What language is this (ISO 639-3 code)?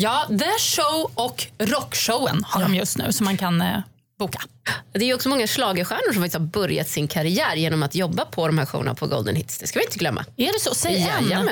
swe